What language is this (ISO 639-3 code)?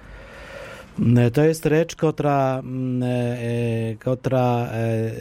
pol